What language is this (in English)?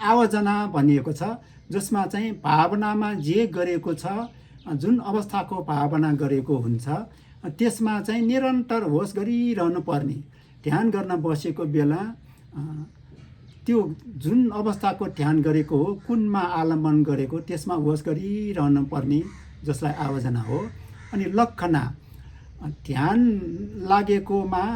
Nepali